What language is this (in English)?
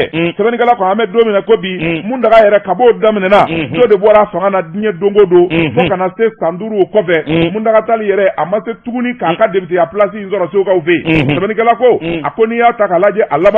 Bambara